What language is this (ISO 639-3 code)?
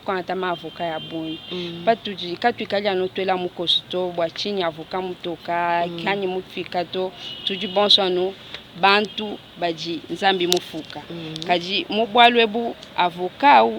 lua